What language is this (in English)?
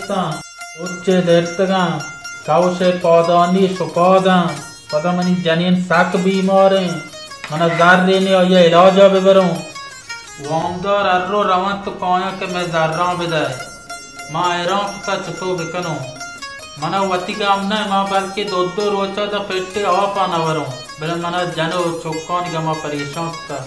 Baluchi